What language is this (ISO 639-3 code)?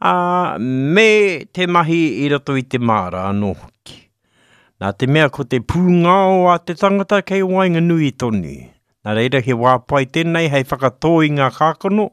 mri